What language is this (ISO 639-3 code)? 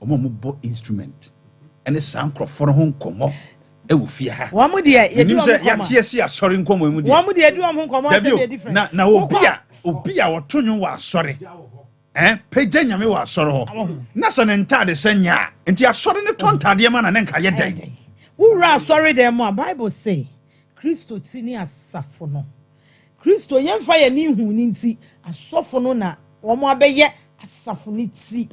aka